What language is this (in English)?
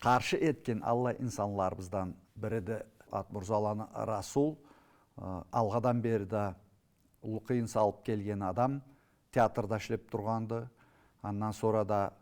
Karachay-Balkar